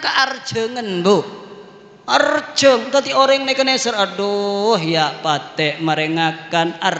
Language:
Madurese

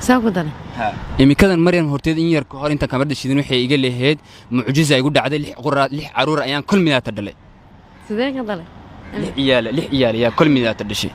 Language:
Somali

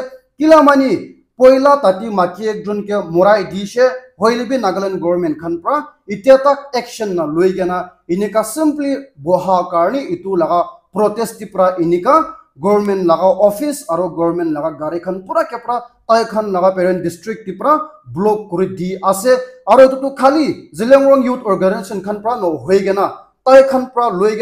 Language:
Naga Pidgin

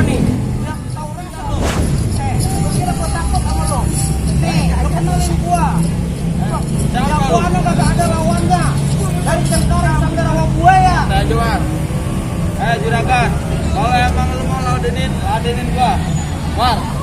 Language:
Betawi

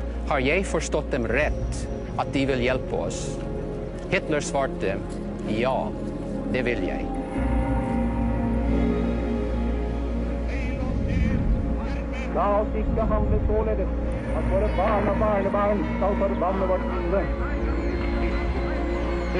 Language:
Norwegian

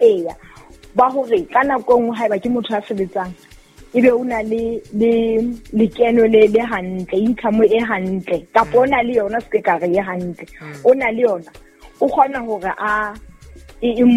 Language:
Southern Sotho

